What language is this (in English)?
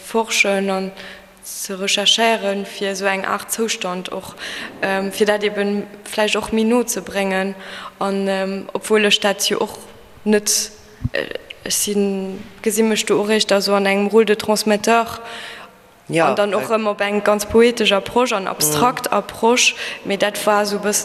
Luxembourgish